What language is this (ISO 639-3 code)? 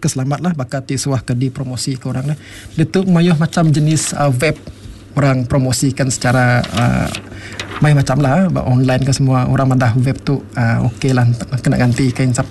iba